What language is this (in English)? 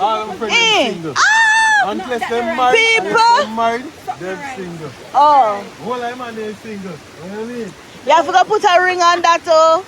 Jamaican Creole English